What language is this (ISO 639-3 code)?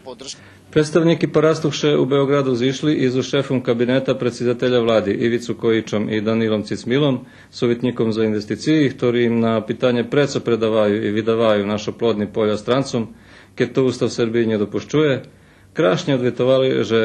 rue